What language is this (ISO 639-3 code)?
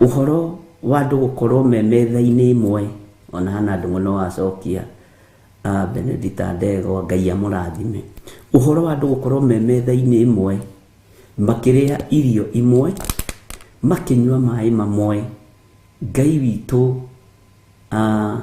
kik